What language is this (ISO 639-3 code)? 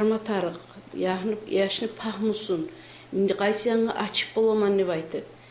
kum